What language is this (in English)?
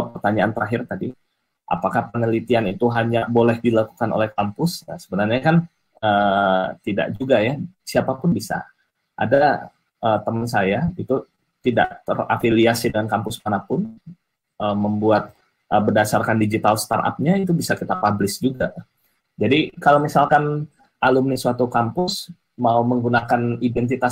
Indonesian